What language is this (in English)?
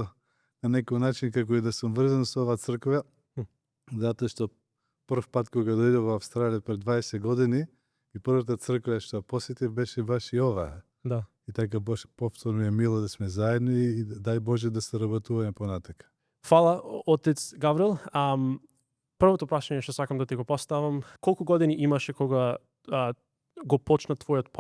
Macedonian